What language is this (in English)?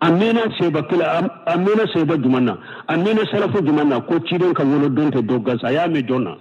Bambara